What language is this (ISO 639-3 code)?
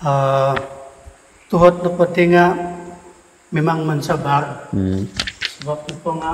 dtp